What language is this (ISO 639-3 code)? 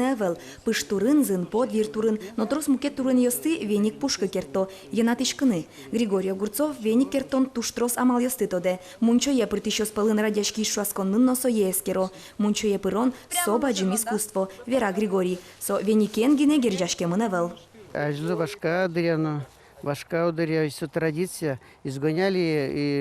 udm